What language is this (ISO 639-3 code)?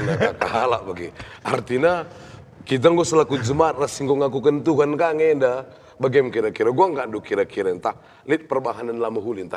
btx